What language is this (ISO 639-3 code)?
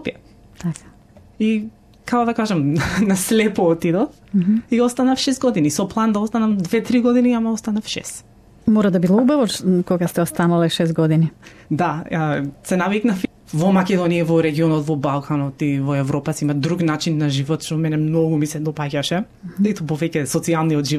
mkd